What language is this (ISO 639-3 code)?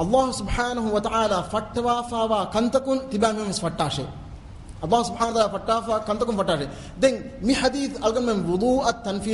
div